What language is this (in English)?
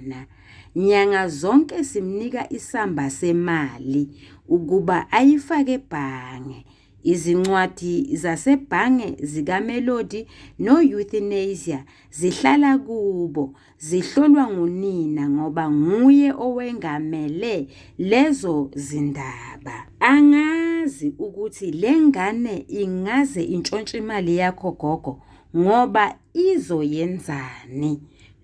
Zulu